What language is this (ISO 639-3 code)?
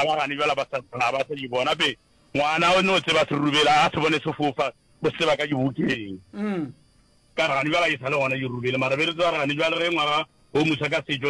nso